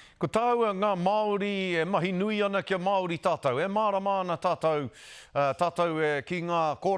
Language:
Māori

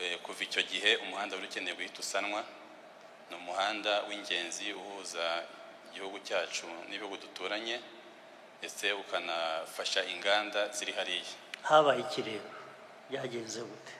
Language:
Kinyarwanda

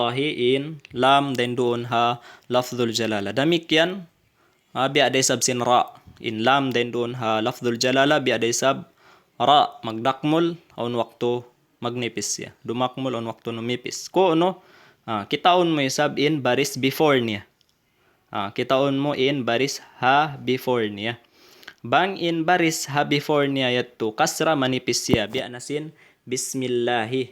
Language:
Tausug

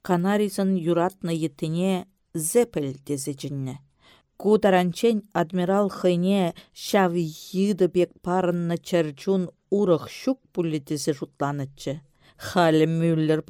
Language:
Chuvash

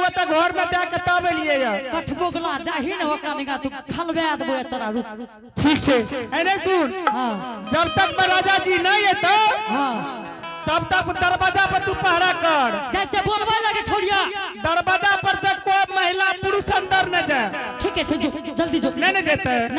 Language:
Angika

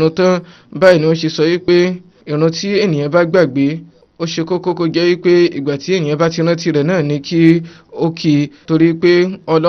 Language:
Yoruba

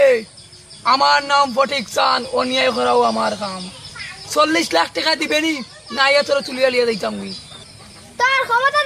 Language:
Sylheti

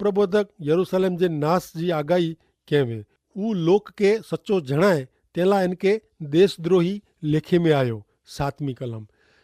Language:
Kachhi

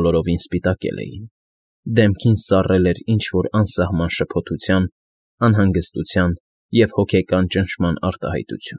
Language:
Armenian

